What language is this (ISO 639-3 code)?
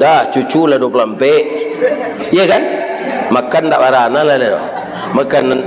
min